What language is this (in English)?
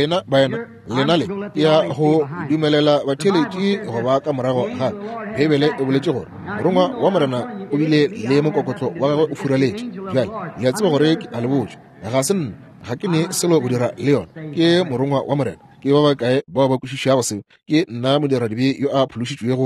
Northern Sotho